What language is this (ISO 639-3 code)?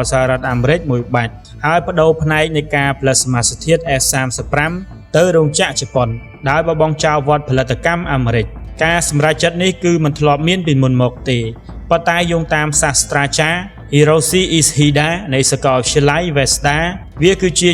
khm